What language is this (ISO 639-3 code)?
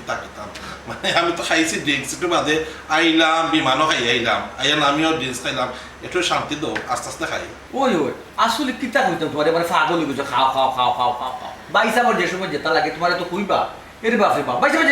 syl